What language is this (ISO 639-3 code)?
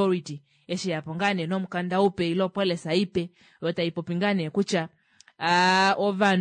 kua